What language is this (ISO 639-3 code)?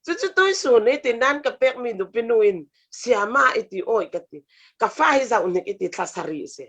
cfm